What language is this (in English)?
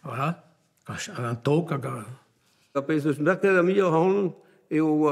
Breton